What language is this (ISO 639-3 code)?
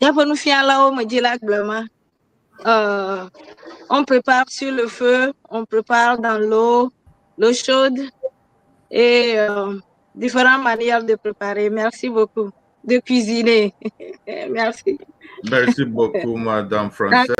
ewe